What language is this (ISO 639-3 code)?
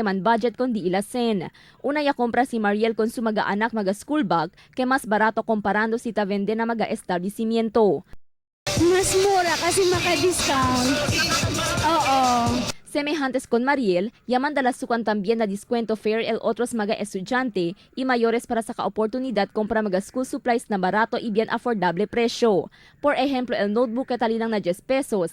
cbk